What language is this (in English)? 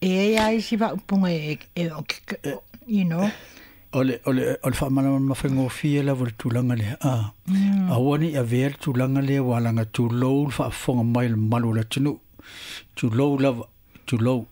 Samoan